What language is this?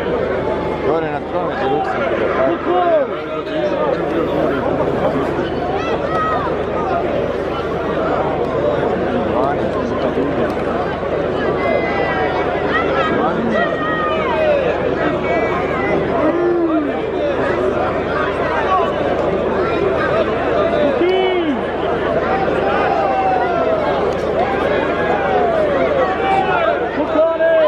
Croatian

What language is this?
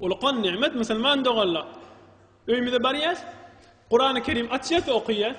Turkmen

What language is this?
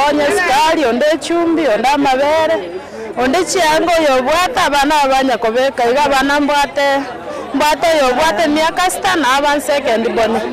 Gusii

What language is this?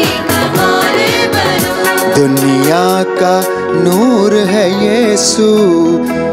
Hindi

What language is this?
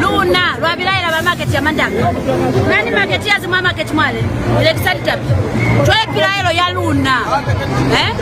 Lozi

